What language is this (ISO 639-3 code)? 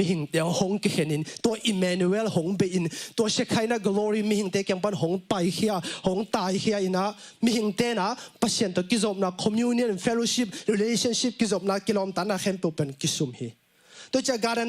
ctd